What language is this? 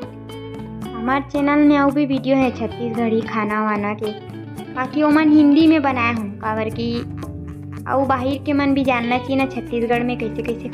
Chhattisgarhi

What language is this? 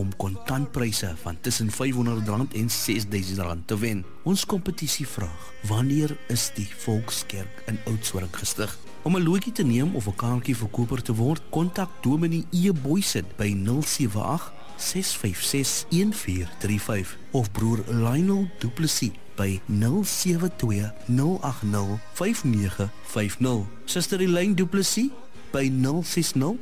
Afrikaans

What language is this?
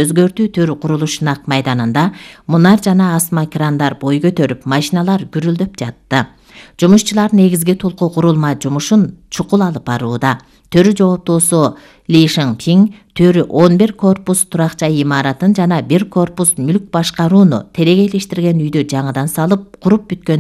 Kyrgyz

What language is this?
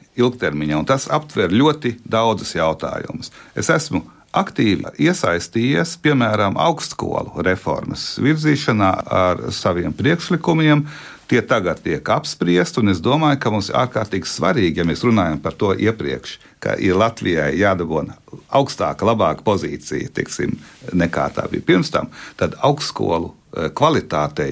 Latvian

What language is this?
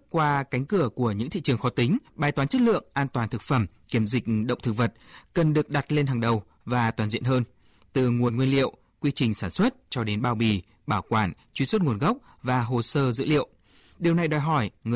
Vietnamese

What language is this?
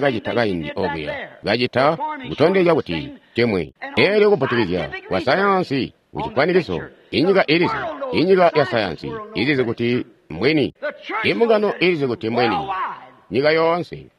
Tonga (Zambia)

